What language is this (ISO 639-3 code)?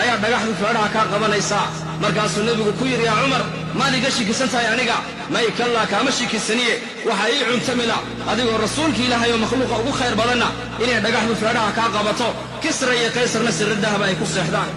som